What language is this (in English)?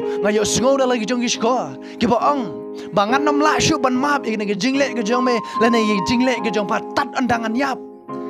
Khasi